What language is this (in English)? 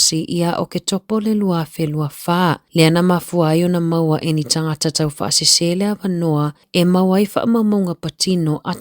Samoan